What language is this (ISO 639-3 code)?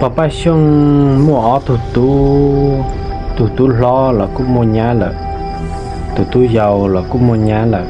hmn